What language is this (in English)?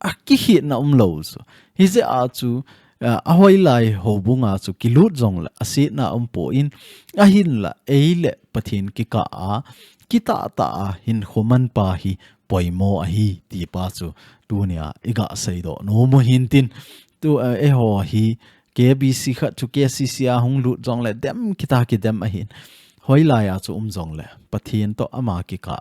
Thado Chin